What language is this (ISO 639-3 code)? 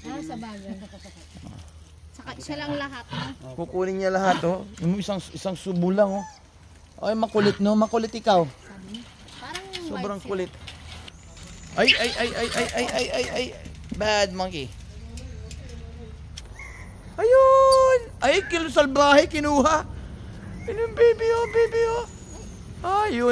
fil